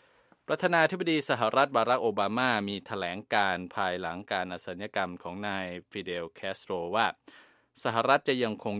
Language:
Thai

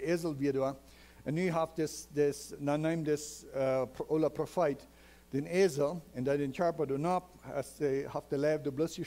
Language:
Plautdietsch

